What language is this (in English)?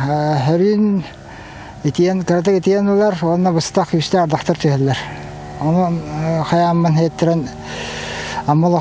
Yakut